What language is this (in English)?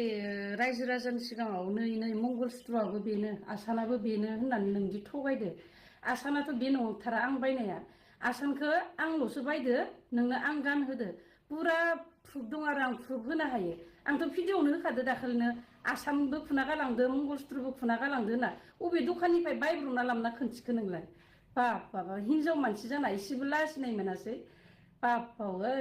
Bodo